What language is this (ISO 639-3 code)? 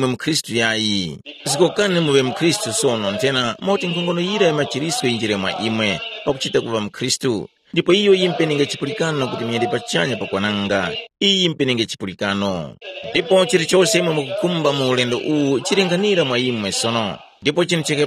tum